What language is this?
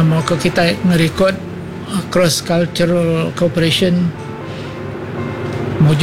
Iban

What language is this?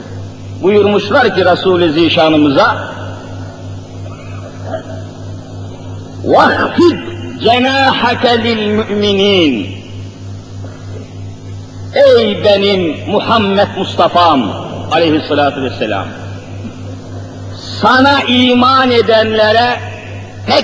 Turkish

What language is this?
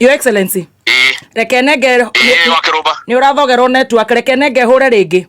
Kikuyu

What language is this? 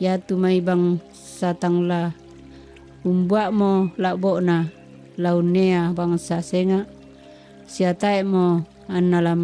Toraja-Sa'dan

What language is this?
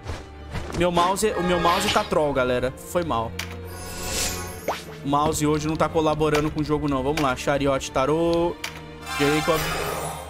Portuguese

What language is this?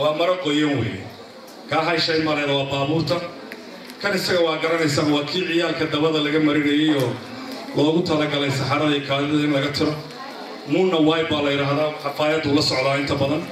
Somali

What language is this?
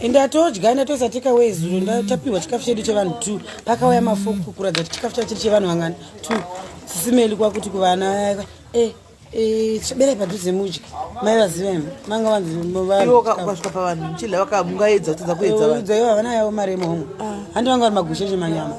Shona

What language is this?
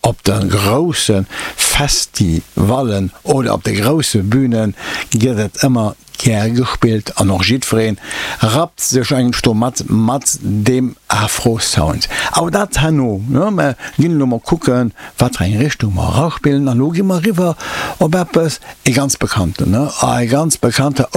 Luxembourgish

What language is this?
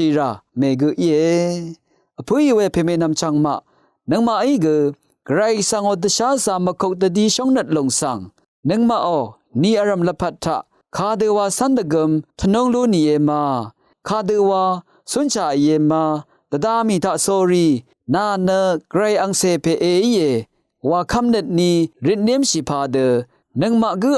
Rawang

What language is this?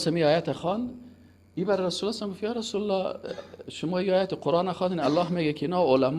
Persian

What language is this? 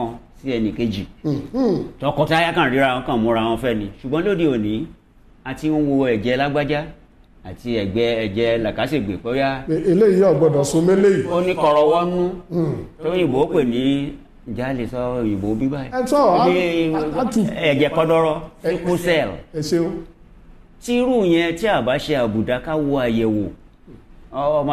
Yoruba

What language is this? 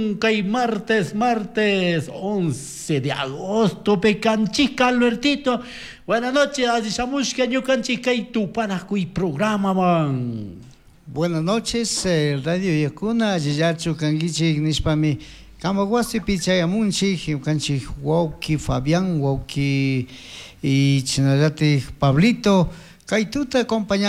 Chimborazo Highland Quichua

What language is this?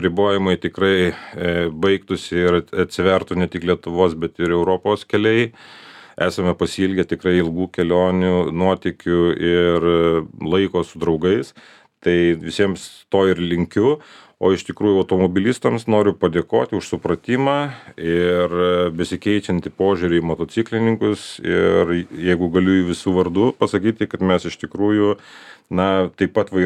Lithuanian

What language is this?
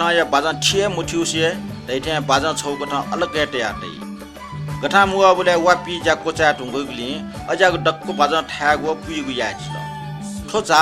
Newari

